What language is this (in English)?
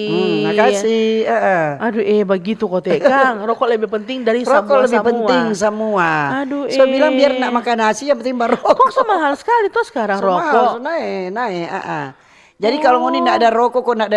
Manado Malay